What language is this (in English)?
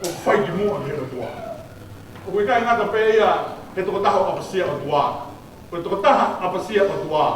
Tongan